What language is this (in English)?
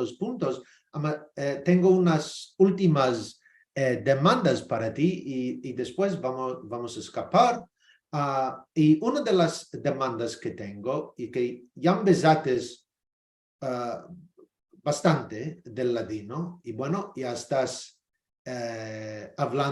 Ladino